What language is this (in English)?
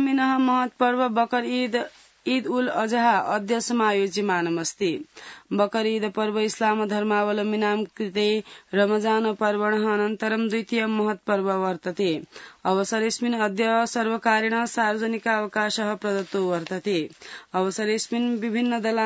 Sanskrit